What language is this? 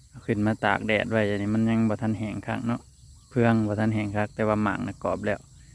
Northeastern Thai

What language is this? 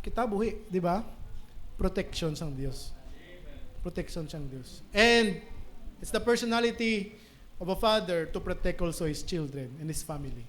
Hiligaynon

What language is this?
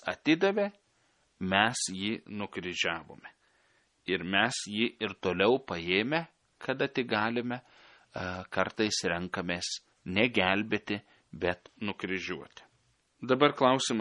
Lithuanian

